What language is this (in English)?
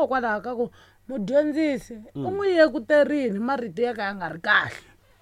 Tsonga